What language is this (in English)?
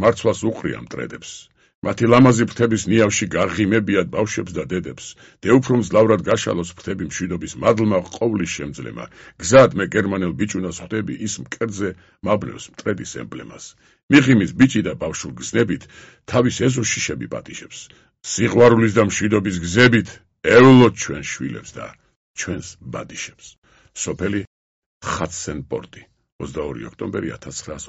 Georgian